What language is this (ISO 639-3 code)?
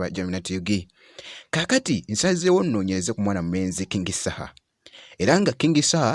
lug